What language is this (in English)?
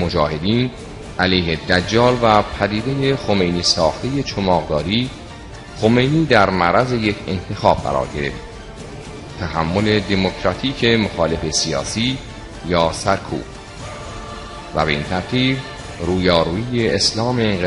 Persian